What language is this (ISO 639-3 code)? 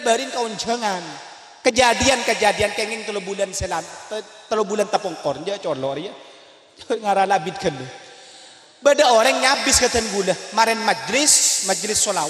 mad